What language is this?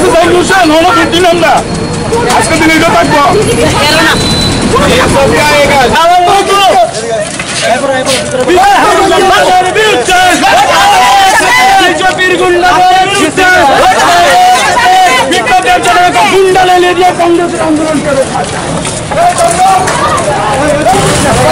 Bangla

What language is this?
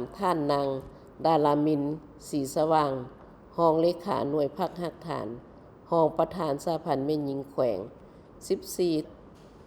Lao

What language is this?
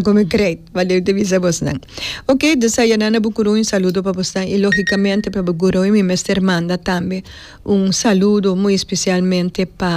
Papiamento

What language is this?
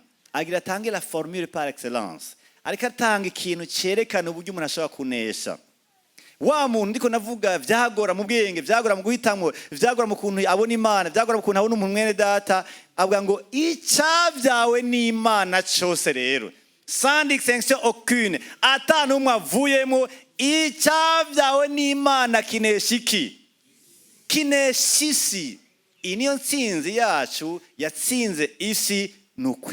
Rundi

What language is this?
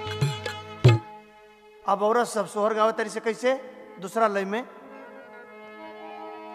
Bhojpuri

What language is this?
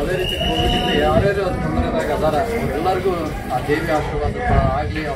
Kannada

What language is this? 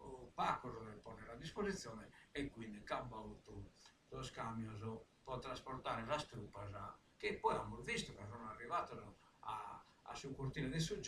Sardinian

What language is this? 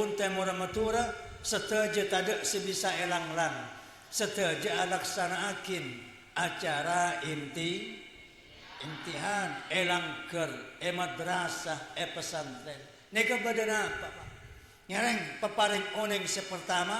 Madurese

